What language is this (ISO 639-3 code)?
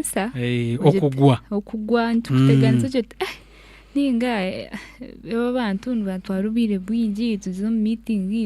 nyn